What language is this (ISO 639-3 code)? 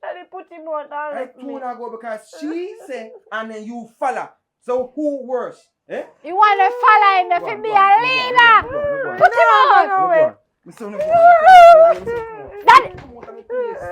jam